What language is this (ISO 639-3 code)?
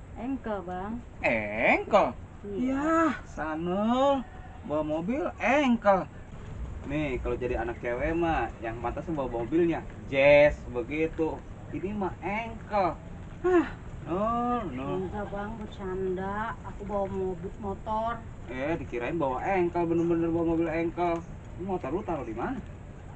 bew